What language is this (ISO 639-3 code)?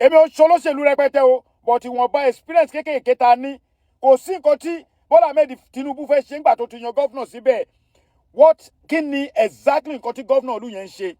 yor